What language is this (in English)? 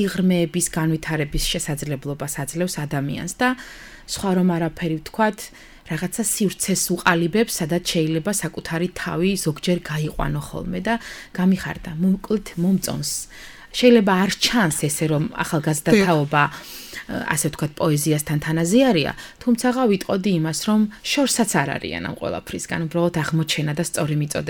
Georgian